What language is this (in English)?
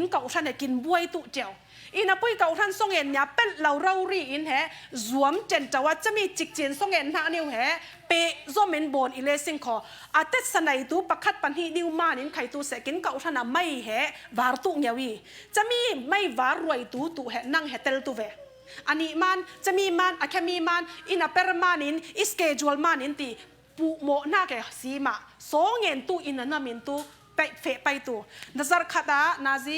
Falam Chin